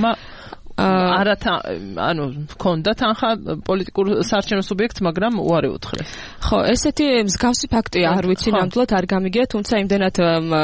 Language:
Georgian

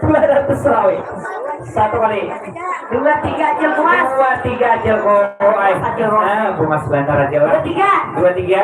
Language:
Banjar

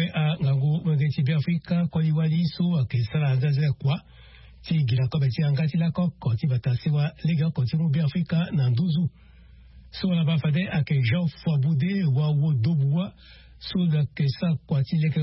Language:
Sango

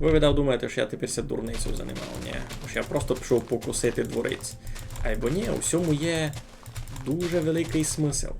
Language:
Rusyn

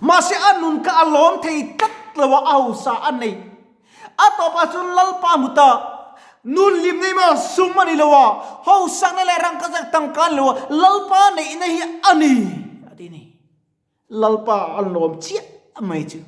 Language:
Mizo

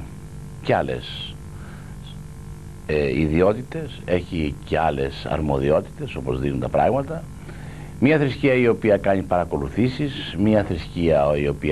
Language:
Greek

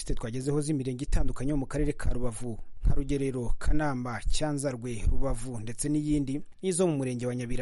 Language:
Kinyarwanda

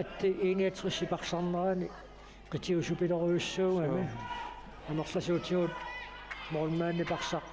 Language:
Kalaallisut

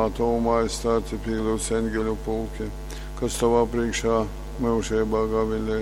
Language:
Latgalian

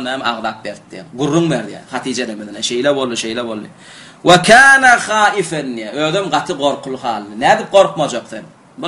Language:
Turkmen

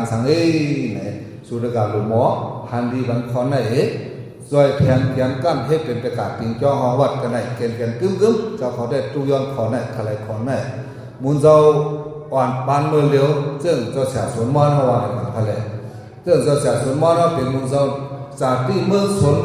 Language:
Shan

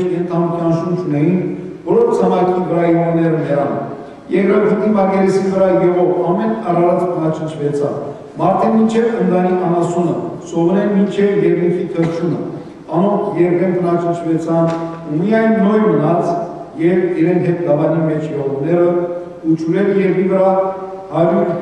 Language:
Western Armenian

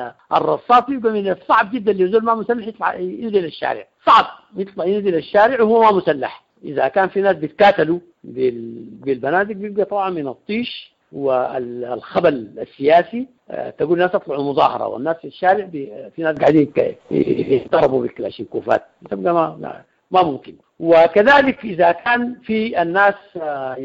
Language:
Sudanese Arabic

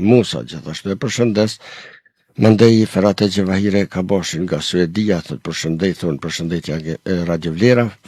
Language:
Albanian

